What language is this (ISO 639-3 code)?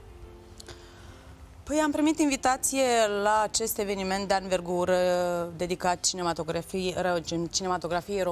ron